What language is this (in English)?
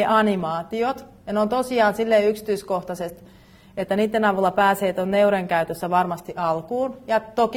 Finnish